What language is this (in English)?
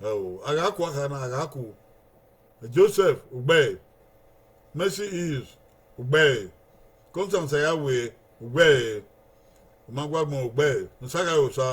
Bini